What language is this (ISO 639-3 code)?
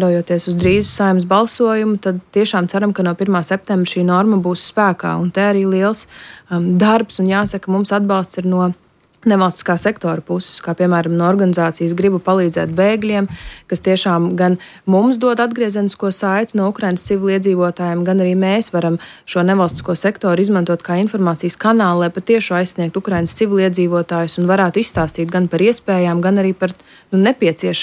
lav